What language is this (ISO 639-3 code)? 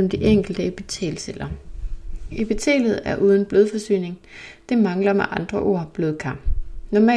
dan